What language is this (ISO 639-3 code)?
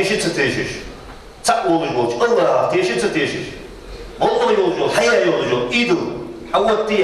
inh